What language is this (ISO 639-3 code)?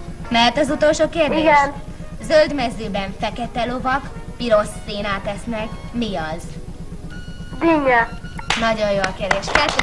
hun